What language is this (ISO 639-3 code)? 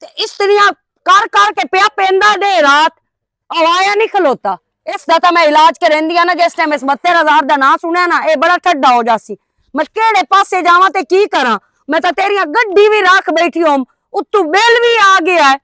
lah